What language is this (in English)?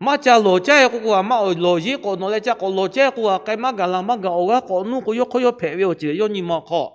Lahu